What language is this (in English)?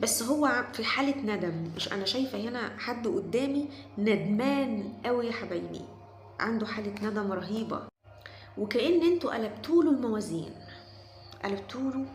Egyptian Arabic